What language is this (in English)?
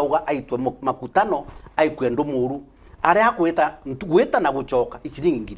Meru